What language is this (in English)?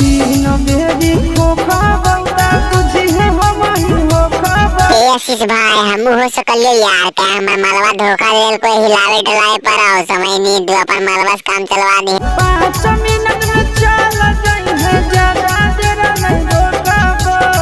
Magahi